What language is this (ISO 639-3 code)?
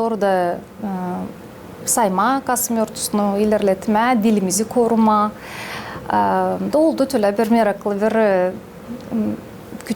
gag